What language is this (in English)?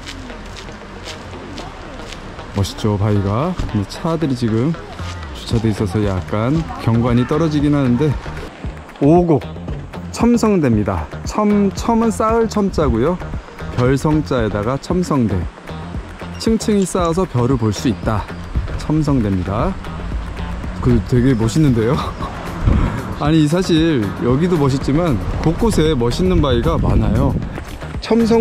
Korean